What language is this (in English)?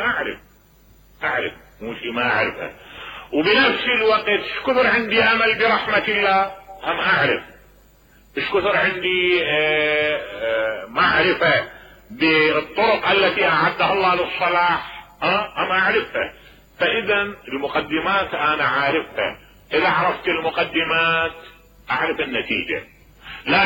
Mesopotamian Arabic